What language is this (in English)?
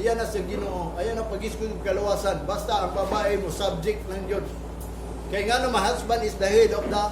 Cebuano